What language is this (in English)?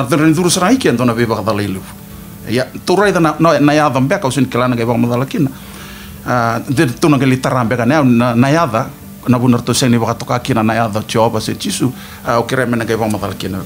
Fijian